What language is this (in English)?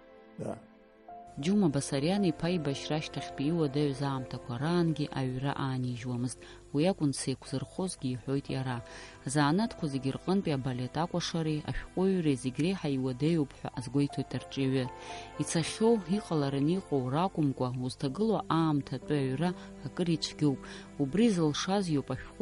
Abkhazian